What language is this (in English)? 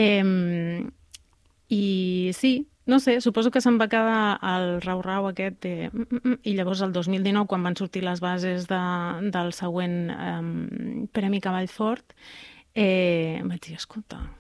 Catalan